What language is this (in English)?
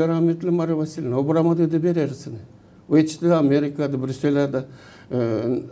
Gagauz